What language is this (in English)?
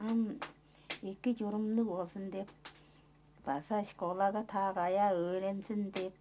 Tuvinian